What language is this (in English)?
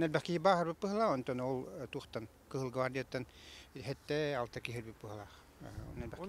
Yakut